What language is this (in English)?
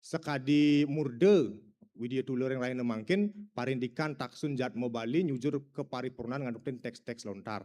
Balinese